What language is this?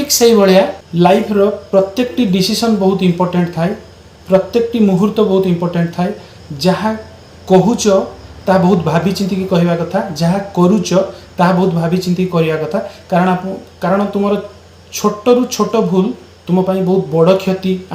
Odia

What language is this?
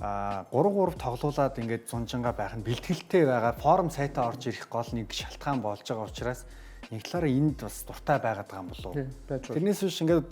Mongolian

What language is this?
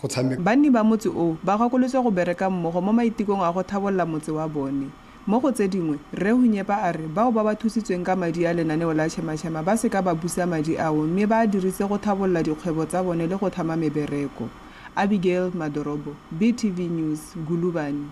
Tswana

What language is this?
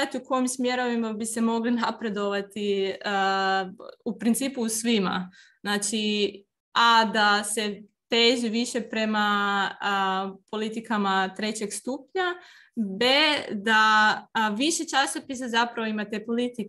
Croatian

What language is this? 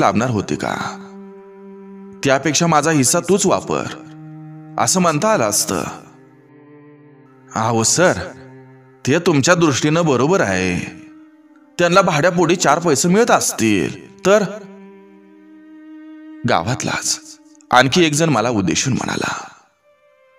Marathi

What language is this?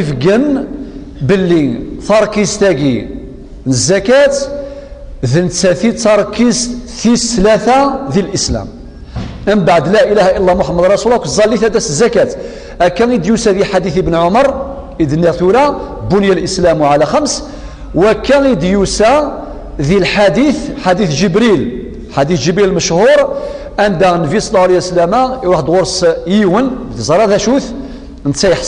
Kabyle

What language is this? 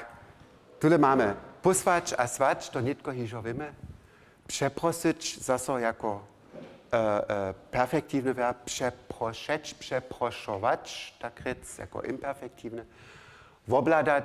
Upper Sorbian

